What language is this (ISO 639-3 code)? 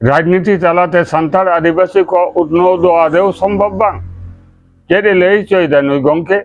sat